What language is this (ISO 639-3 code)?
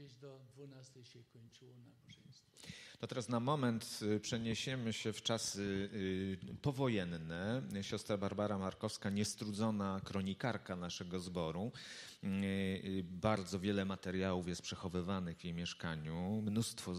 pol